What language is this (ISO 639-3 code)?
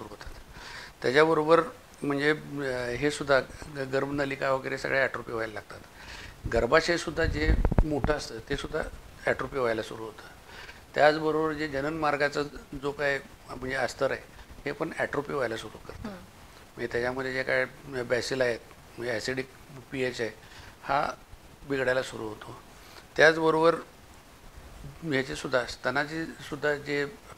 mar